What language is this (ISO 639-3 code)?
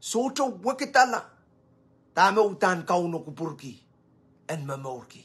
pon